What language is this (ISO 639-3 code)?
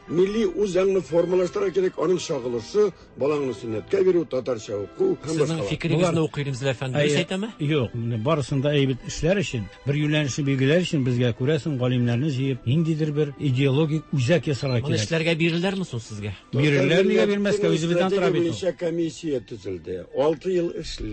tat